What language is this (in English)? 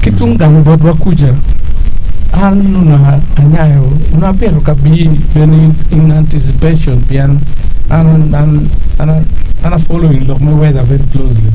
Acoli